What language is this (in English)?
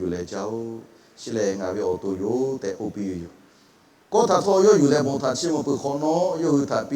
Lahu